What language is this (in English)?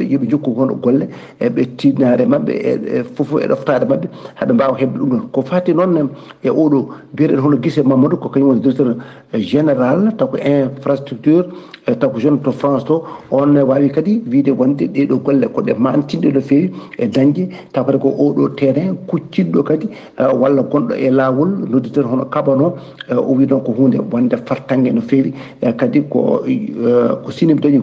Fula